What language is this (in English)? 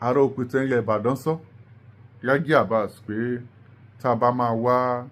Yoruba